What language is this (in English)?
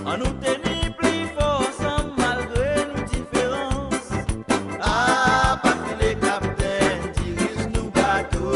Seselwa Creole French